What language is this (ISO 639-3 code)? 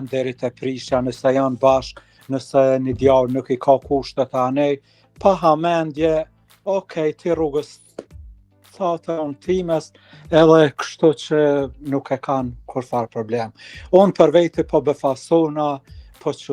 sqi